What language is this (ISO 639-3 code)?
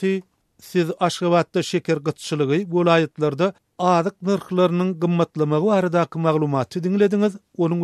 tuk